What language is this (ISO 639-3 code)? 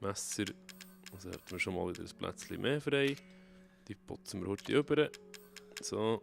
gsw